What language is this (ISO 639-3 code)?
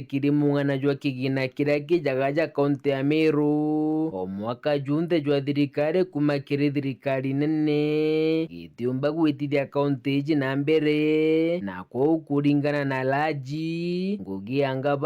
mer